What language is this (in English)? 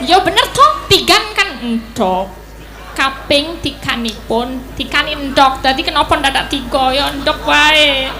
Javanese